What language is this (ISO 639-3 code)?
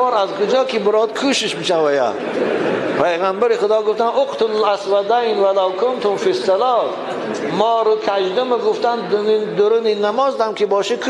tgk